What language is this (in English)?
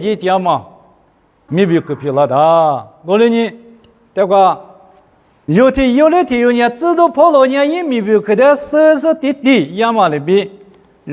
Lisu